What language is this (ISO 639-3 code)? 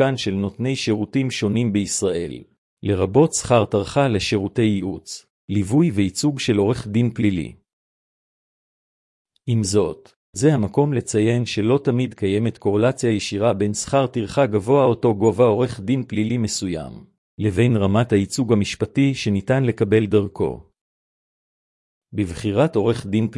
heb